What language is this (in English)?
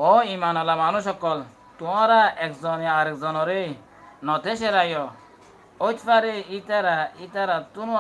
Rohingya